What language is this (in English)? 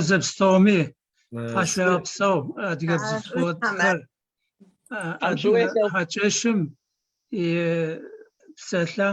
Adyghe